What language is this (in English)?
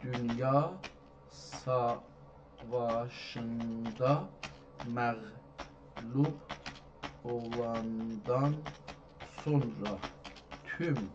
South Azerbaijani